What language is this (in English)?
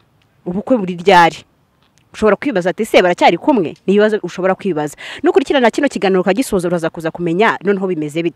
Kinyarwanda